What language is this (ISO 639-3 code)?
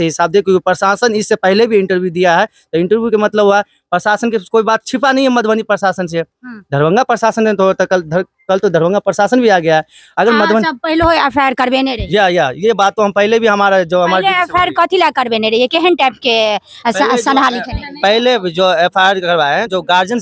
mai